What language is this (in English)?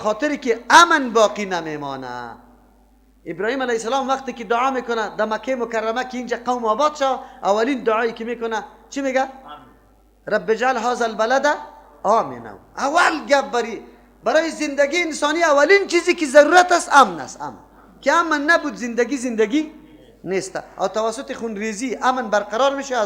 Persian